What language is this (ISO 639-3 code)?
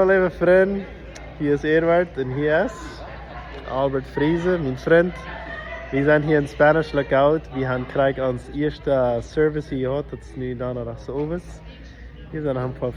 pdt